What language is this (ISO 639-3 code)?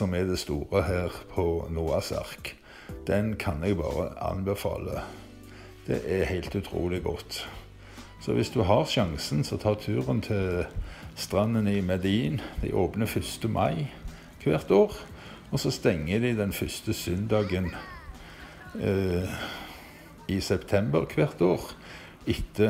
nor